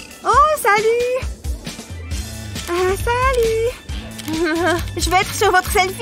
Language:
French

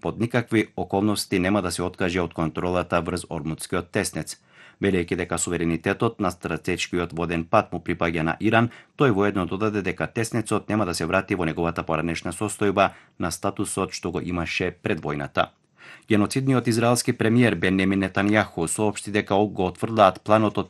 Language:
Macedonian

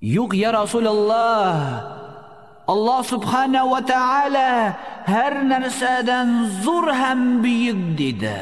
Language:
Tatar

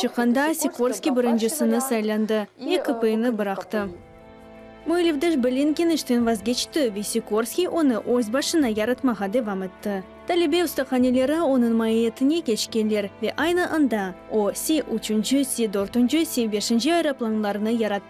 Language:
Crimean Tatar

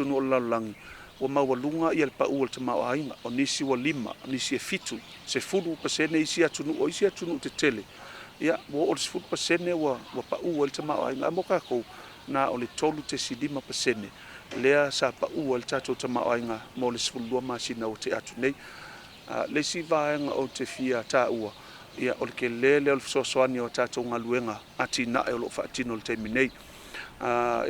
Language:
Samoan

